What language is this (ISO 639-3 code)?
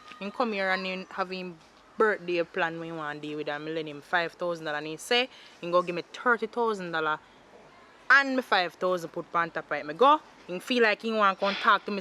jam